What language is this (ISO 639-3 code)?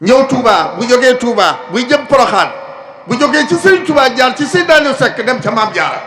wol